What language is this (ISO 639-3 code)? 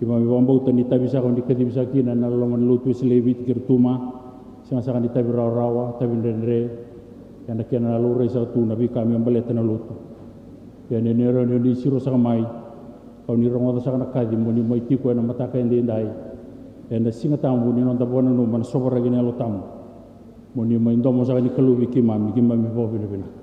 fij